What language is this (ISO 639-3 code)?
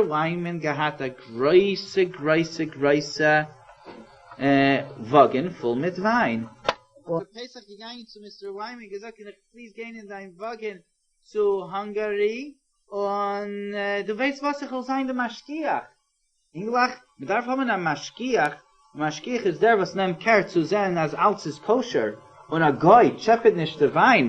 yid